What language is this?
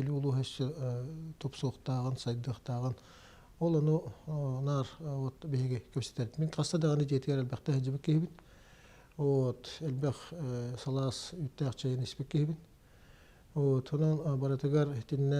Yakut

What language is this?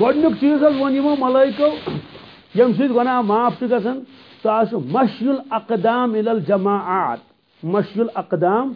Kashmiri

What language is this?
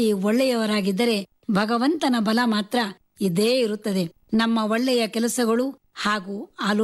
Kannada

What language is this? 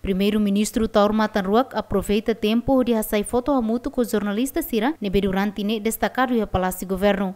Tetum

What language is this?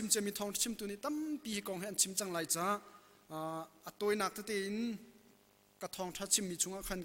Hakha Chin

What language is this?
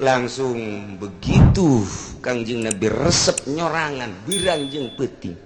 Sundanese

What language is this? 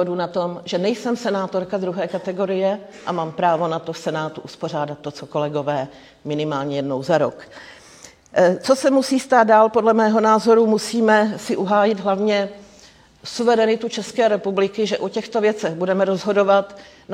Czech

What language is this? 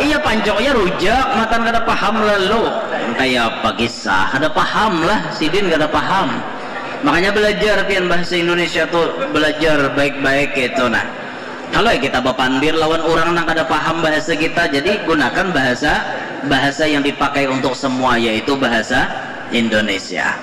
Banjar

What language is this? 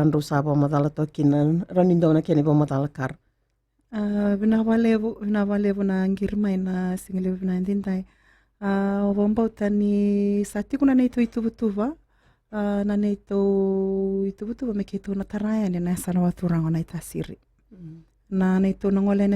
Fijian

